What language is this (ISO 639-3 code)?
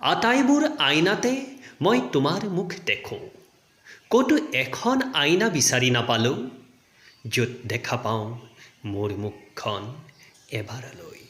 asm